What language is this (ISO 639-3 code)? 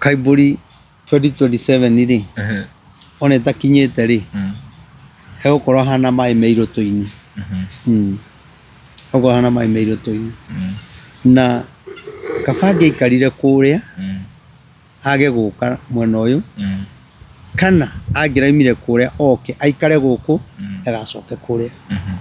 kik